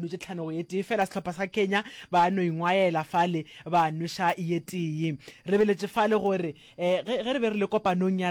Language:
Northern Sotho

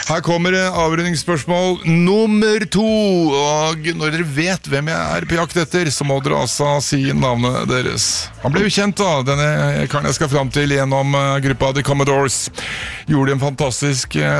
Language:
Norwegian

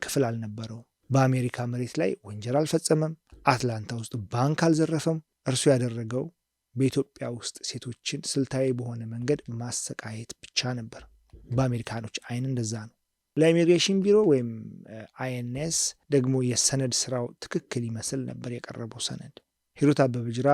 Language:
Amharic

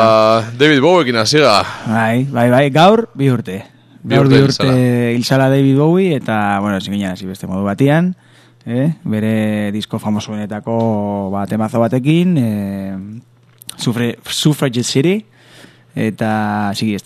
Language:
Basque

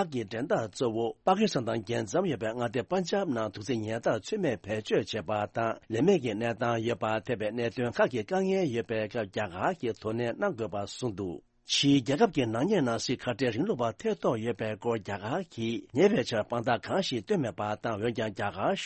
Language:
Tibetan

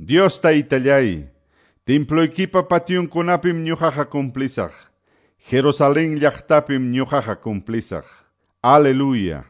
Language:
Quechua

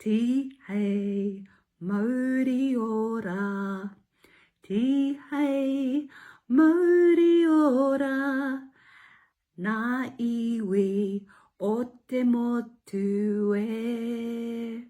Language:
Māori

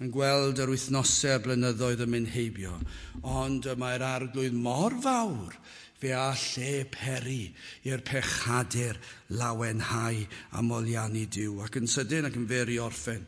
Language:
Welsh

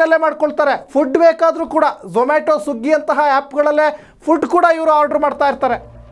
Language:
Kannada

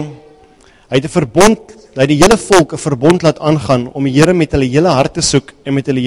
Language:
Afrikaans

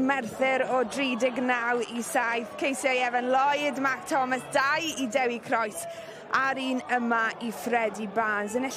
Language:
Welsh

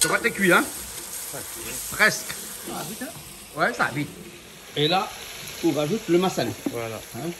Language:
Réunion Creole French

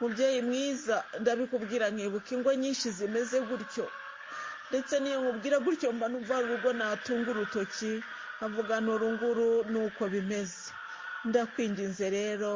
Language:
Kinyarwanda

